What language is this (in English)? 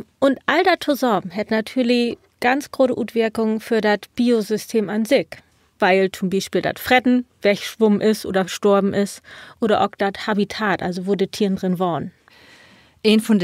Low German